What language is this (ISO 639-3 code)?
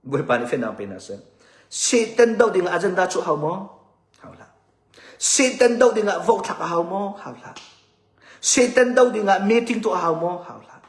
cnh